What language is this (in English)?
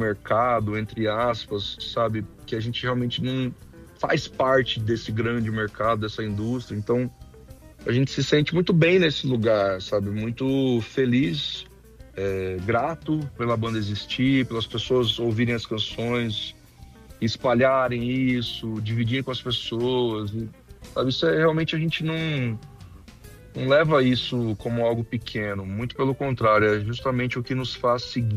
Portuguese